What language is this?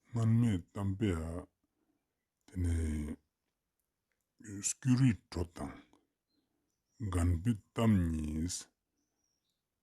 Ladakhi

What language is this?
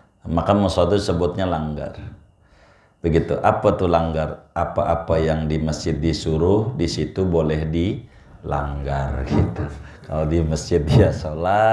Indonesian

